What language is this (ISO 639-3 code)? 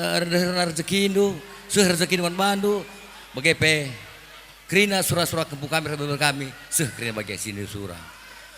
btx